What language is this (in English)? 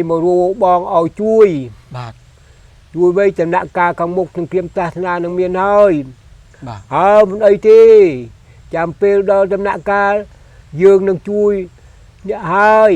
Khmer